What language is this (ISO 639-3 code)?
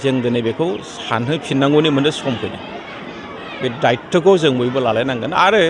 brx